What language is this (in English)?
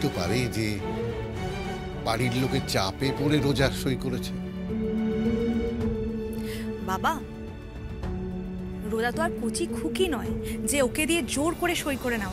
Bangla